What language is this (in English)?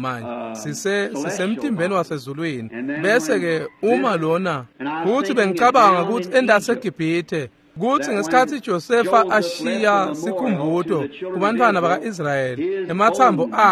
Swati